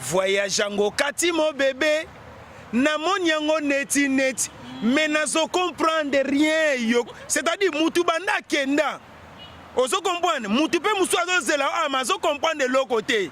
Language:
Lingala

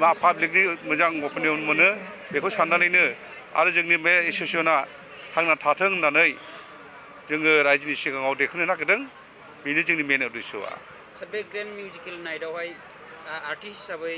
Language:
Bodo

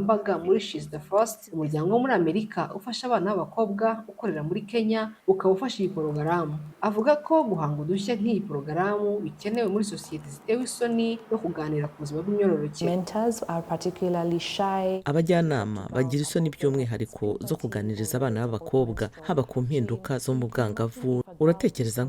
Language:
Kinyarwanda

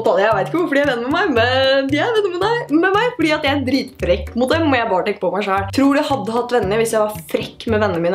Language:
Norwegian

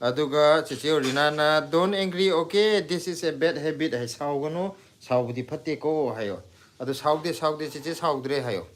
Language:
Manipuri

